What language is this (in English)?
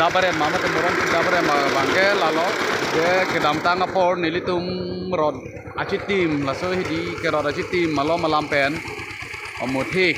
Karbi